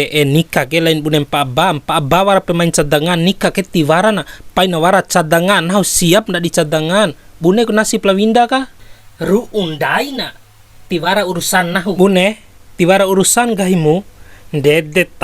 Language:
Bima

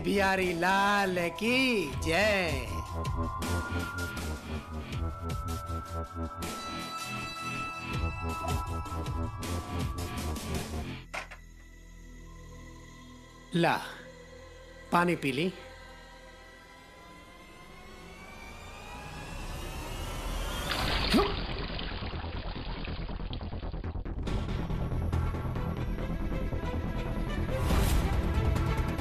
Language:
Bhojpuri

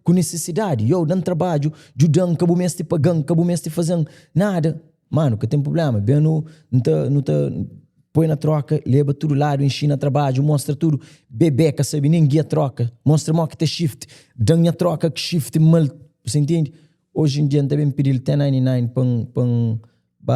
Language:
Kabuverdianu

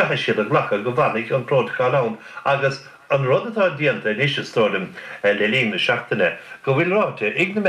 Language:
Irish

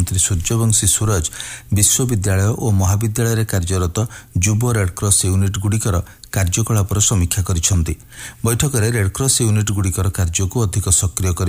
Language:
Odia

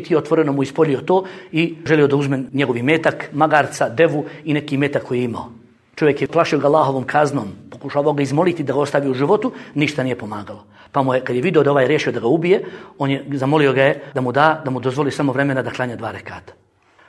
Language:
Bosnian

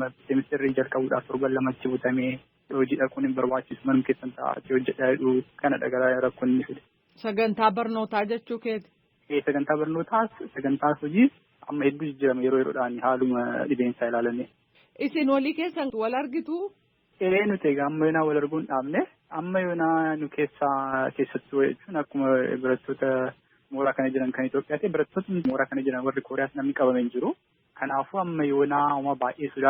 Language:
Oromo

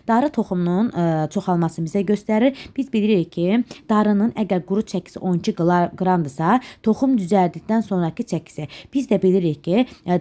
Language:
Azerbaijani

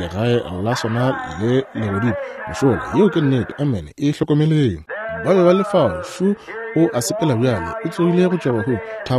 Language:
Northern Sotho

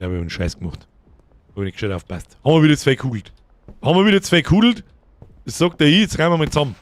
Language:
Bavarian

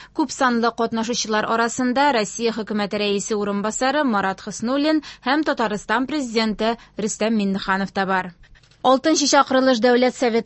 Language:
Tatar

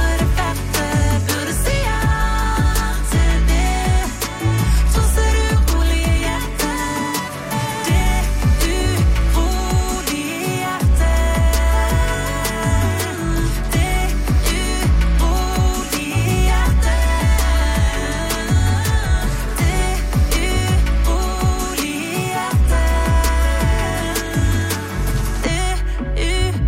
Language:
Norwegian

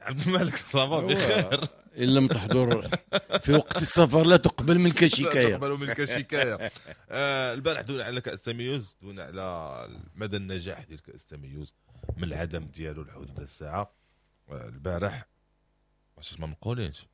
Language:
Moroccan Arabic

